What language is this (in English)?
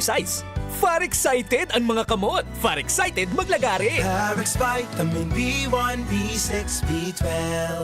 Bikol